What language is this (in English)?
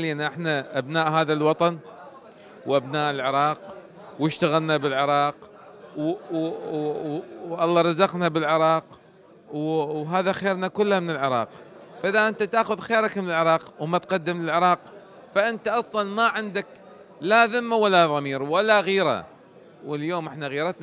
Mesopotamian Arabic